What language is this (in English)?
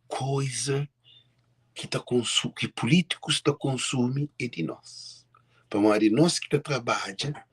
Kabuverdianu